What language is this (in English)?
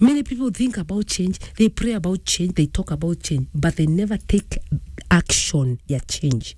Meru